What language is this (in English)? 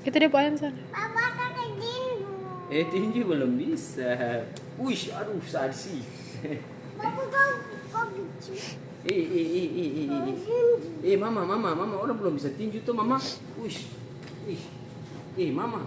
Ambonese Malay